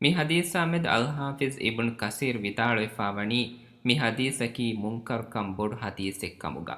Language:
Divehi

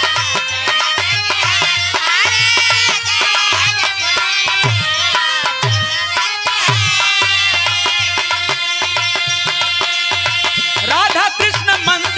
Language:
Bhojpuri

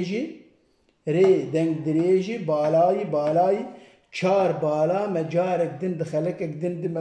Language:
Kurdish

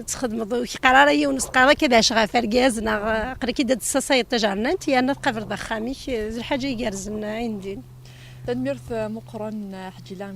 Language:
Kabyle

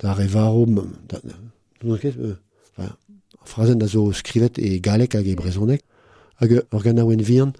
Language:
Breton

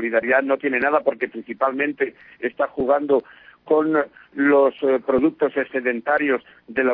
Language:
Spanish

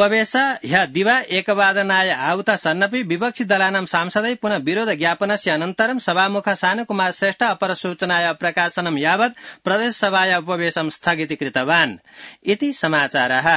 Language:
Sanskrit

